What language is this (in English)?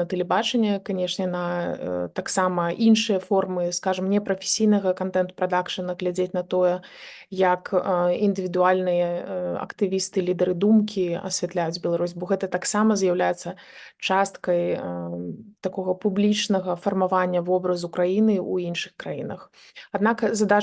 Belarusian